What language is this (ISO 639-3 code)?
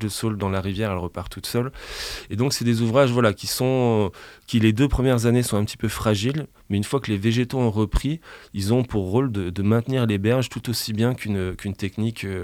fra